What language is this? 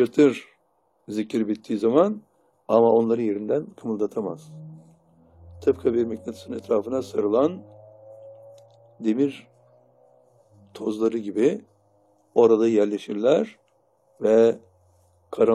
Turkish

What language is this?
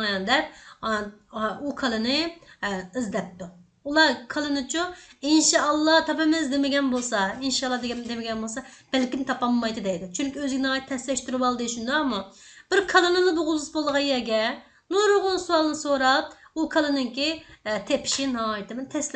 Uyghur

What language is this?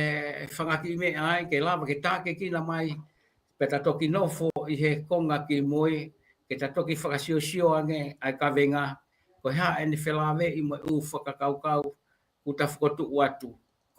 Tongan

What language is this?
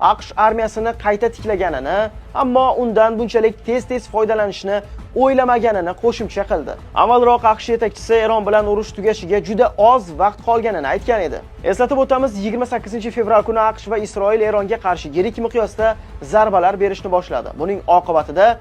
Uzbek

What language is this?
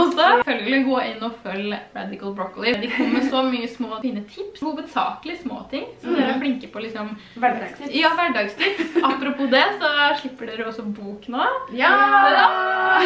Norwegian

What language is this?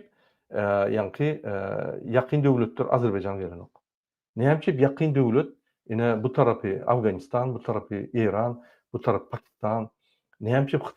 Turkmen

